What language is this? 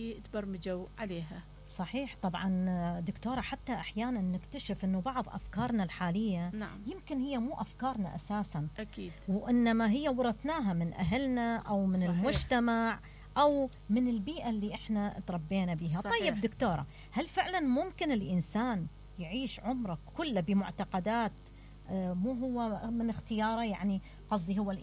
Mesopotamian Arabic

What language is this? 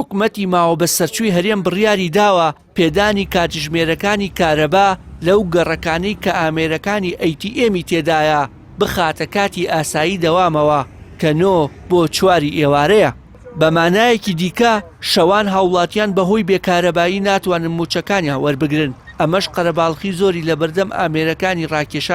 Central Kurdish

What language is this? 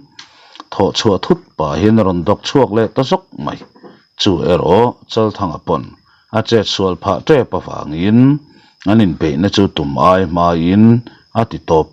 Mizo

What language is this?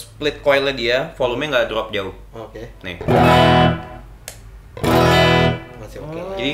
Indonesian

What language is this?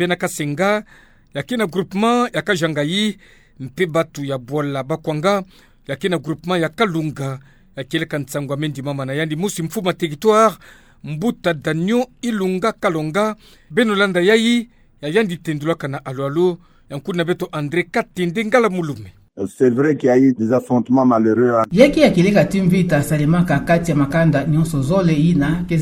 Kituba (Democratic Republic of Congo)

